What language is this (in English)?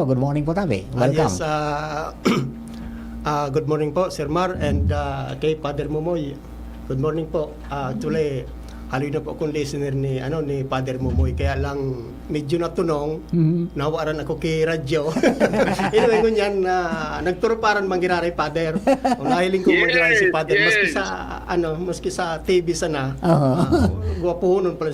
Bikol